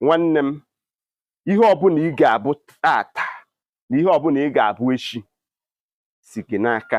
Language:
Igbo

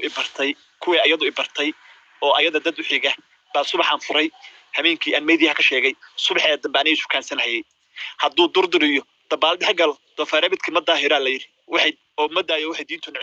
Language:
Somali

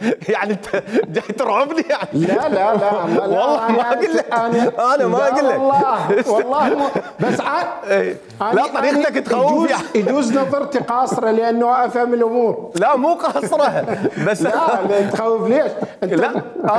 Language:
Mesopotamian Arabic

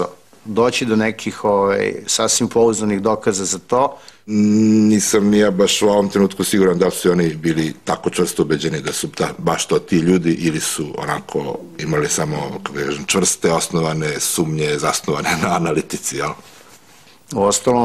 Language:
Serbian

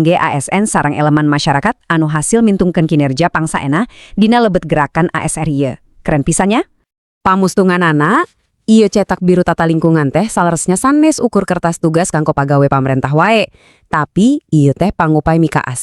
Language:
Sundanese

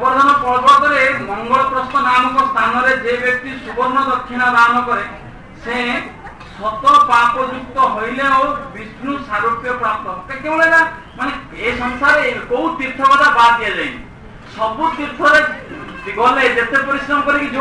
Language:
Odia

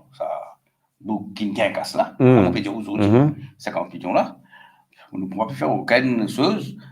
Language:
Morisyen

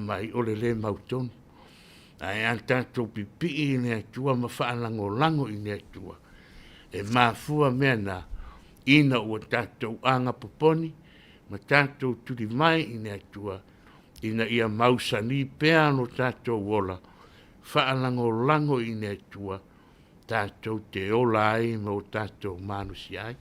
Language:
Samoan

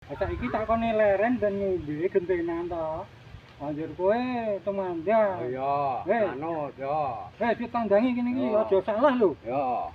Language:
Javanese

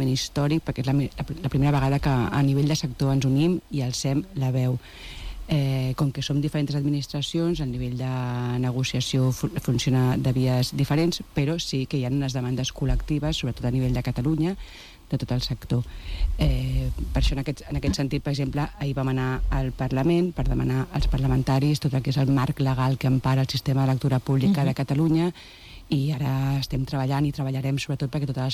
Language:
Catalan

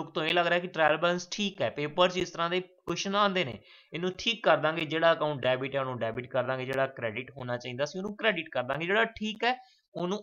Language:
Punjabi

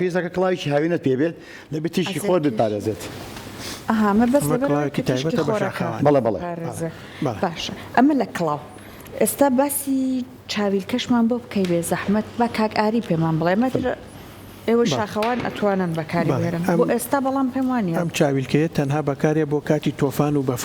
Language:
Central Kurdish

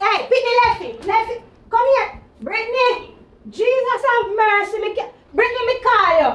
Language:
Jamaican Creole English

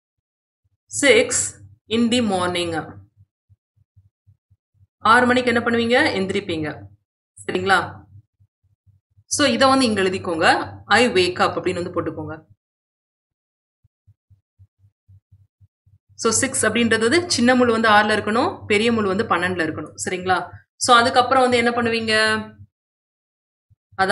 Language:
Tamil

